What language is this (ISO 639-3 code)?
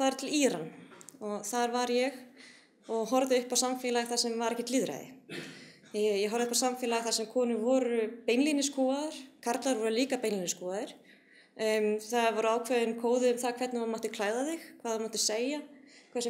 isl